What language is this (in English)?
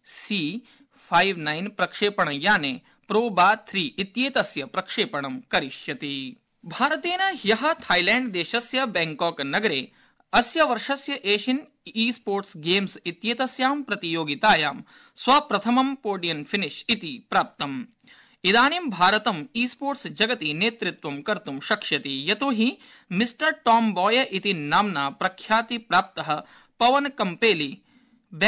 Sanskrit